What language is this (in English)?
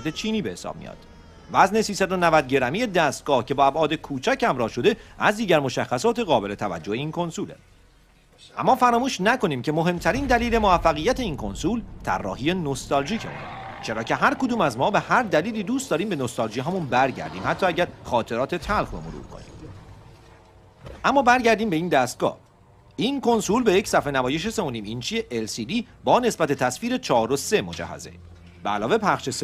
Persian